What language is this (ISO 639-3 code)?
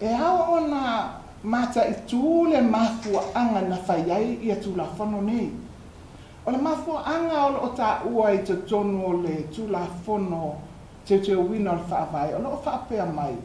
smo